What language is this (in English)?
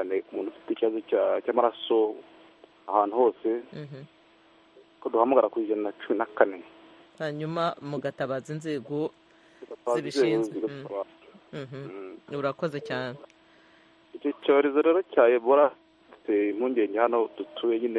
Kinyarwanda